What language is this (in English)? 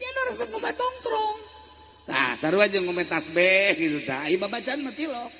Sundanese